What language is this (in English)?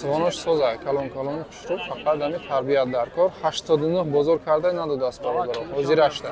Tajik